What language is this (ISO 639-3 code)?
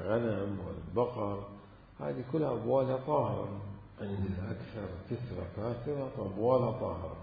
acm